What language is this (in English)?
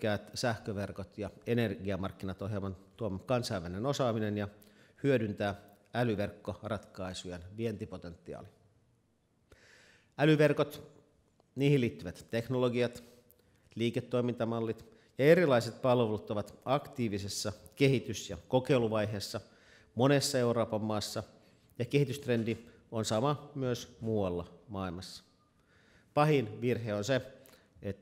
Finnish